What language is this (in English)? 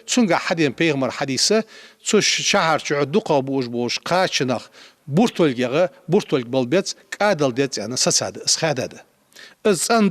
Ingush